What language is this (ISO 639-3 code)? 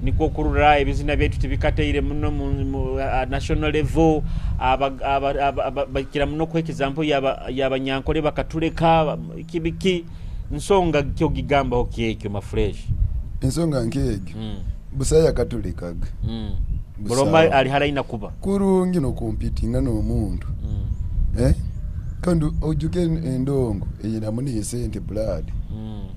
nyo